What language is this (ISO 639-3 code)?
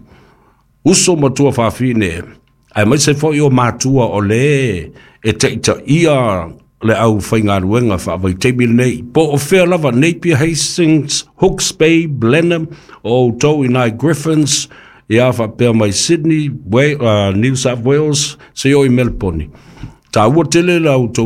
smo